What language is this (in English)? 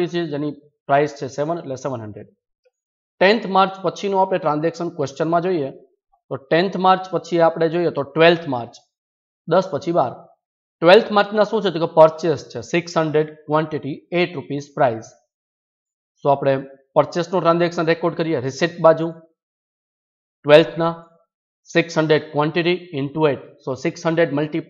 Gujarati